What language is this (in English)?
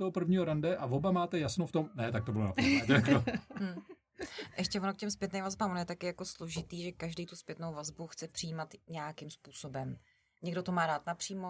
Czech